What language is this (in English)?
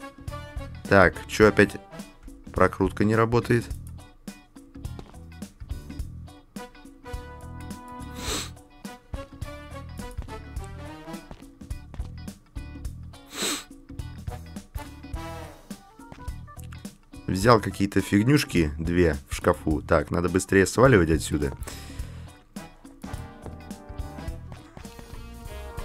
Russian